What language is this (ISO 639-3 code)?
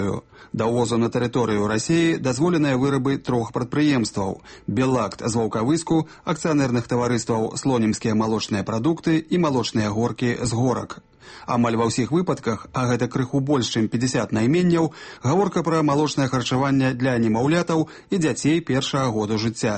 bel